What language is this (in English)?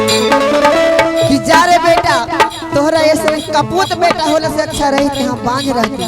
Magahi